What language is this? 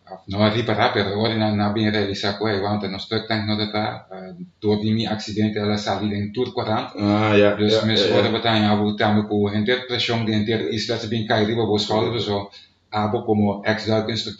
Papiamento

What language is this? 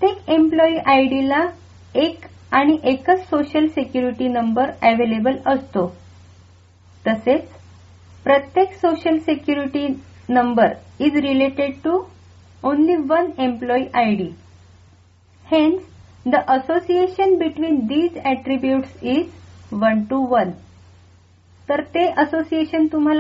Marathi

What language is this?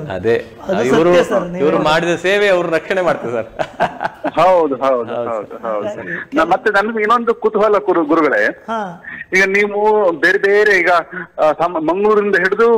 Kannada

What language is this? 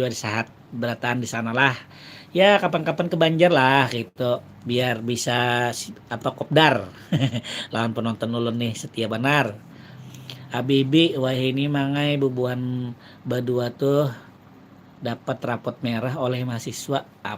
Banjar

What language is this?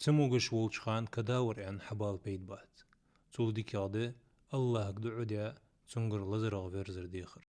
Ingush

